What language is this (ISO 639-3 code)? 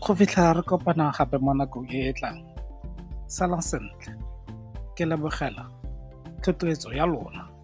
tsn